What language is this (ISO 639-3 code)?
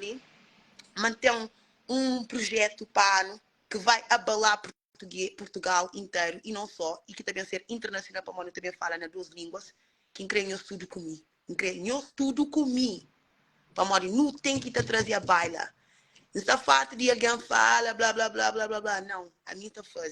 kea